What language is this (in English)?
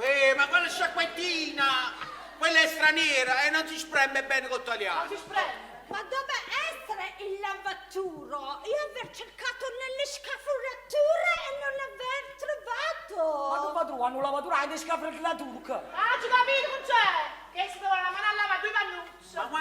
Neapolitan